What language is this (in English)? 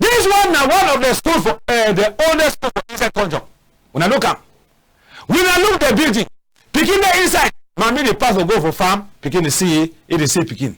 Cameroon Pidgin